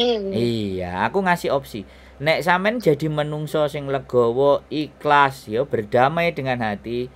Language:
Musi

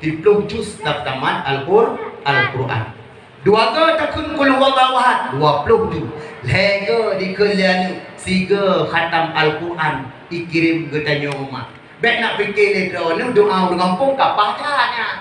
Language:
Achinese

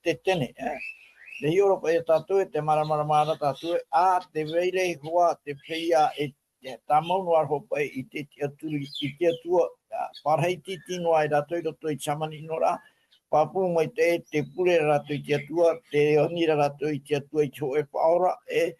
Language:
Tahitian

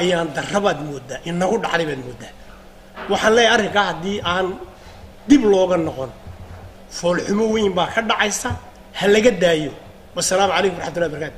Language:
Somali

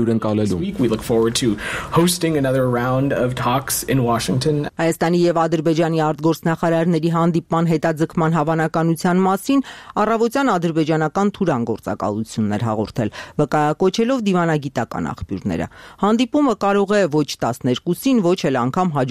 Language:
Armenian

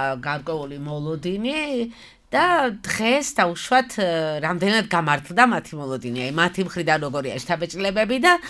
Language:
Georgian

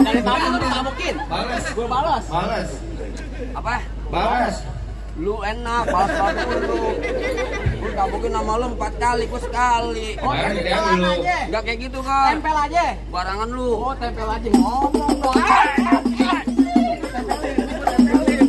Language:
Betawi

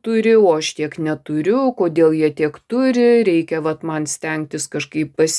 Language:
Lithuanian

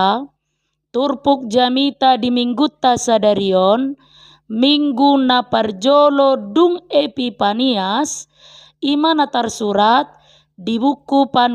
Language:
Batak Toba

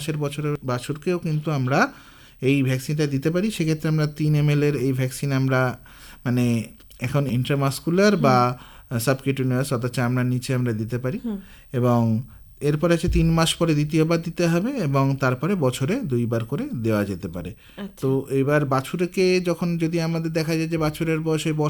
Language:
Bangla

